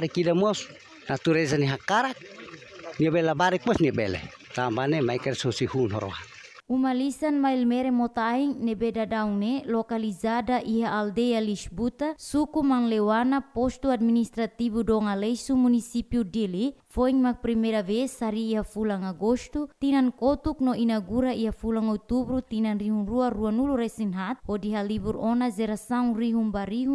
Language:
Tetum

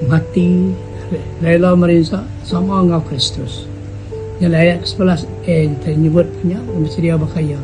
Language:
Iban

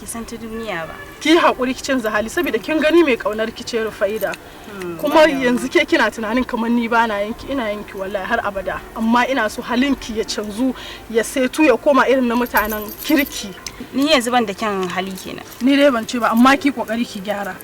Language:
Hausa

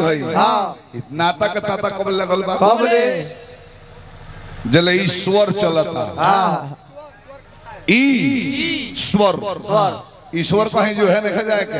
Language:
Bhojpuri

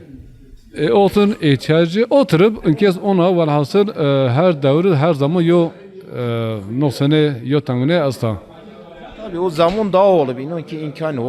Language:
Zaza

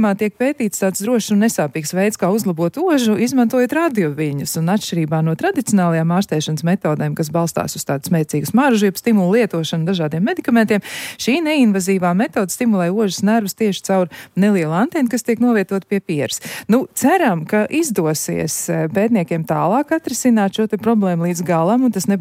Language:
Latvian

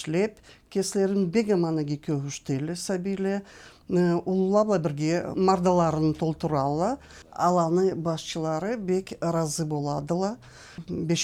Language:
Karachay-Balkar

